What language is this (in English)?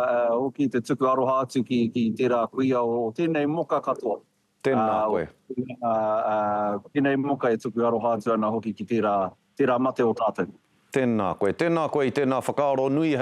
Māori